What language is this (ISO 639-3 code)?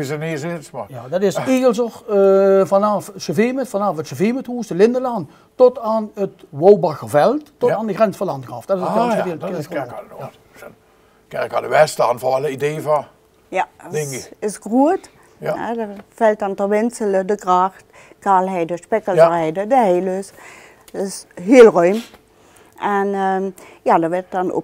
lim